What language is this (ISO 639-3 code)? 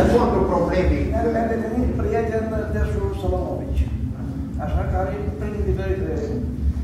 ron